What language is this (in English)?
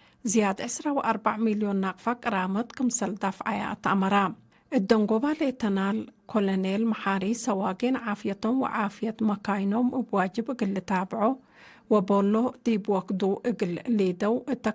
Tigre